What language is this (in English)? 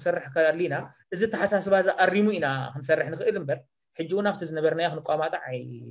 Tigrinya